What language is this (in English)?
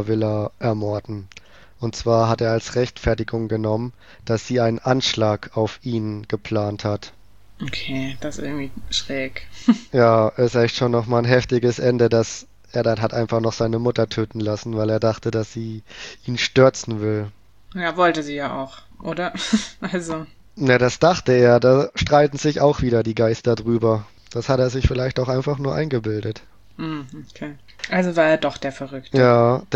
German